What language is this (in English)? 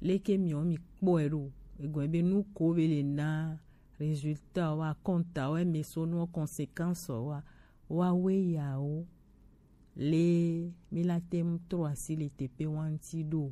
Gen